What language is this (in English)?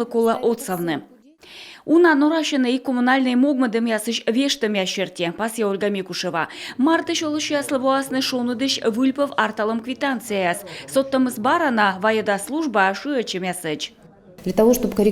Komi